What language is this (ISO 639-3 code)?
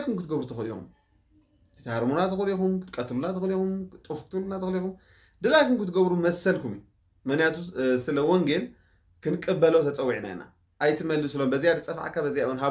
tir